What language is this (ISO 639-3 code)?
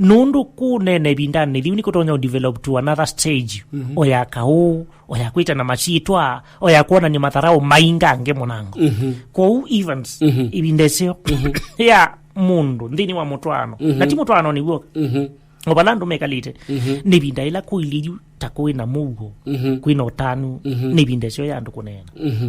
kam